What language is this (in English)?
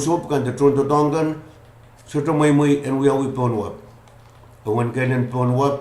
Pohnpeian